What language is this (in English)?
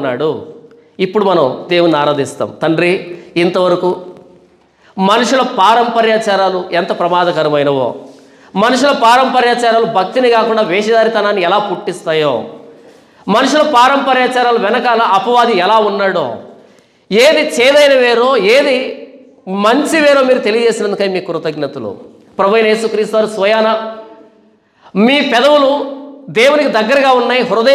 Telugu